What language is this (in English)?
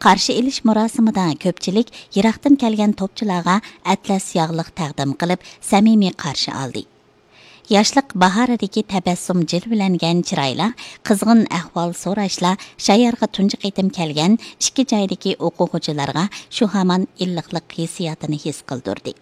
Uyghur